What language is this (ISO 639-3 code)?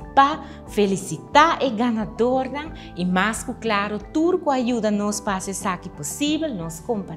pap